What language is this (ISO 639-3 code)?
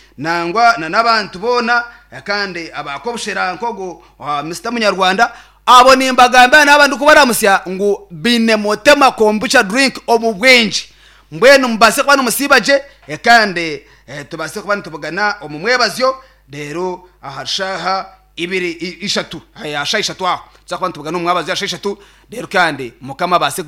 nyn